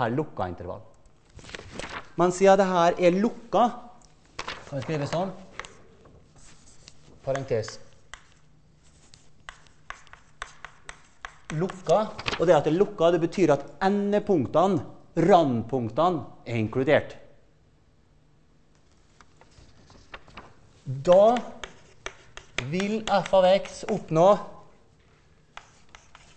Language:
Norwegian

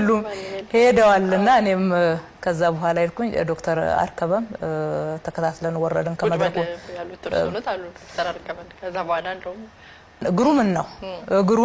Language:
Amharic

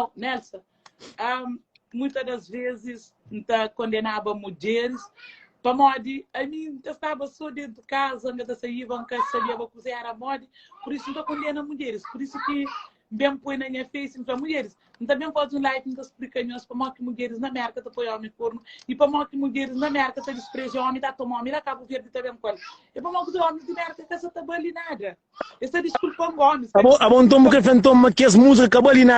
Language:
Kabuverdianu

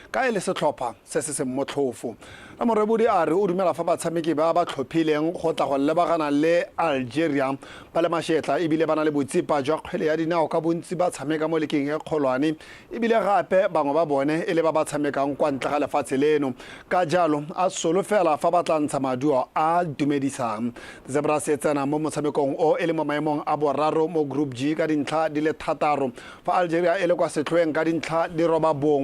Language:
Tswana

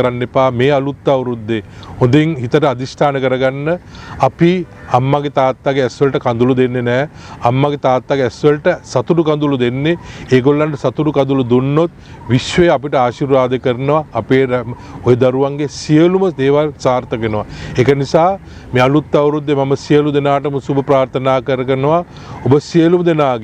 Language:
Sinhala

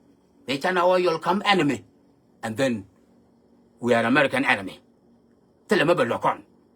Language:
Nuer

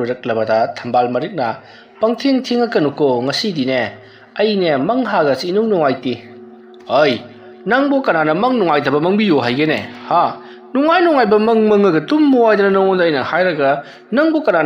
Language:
Manipuri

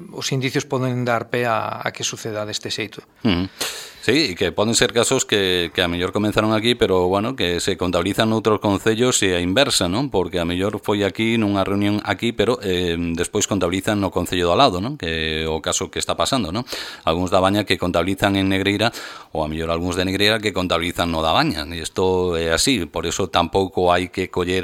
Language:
Galician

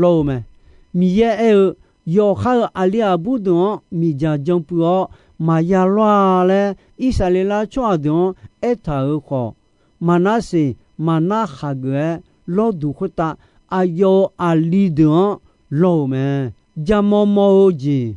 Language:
Akha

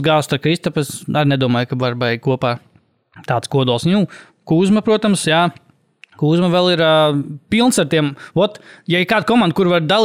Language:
Latvian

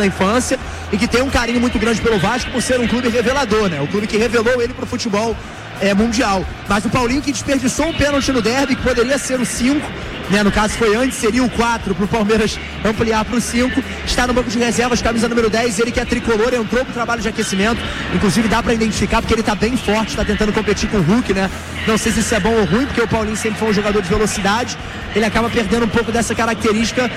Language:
Portuguese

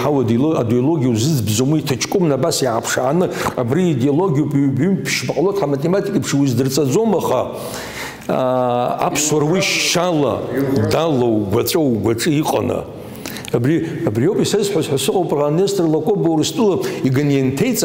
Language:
Abkhazian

